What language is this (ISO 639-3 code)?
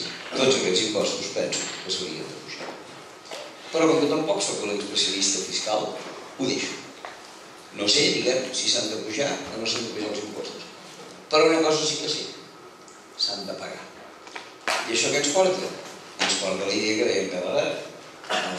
cat